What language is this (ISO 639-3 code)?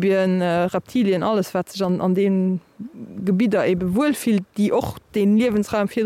ltz